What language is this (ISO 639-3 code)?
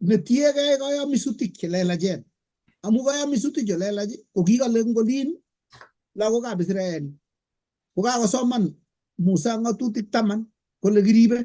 kln